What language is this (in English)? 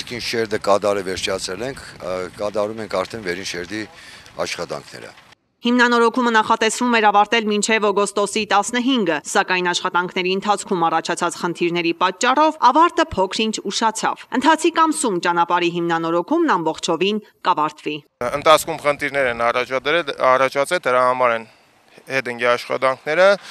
Armenian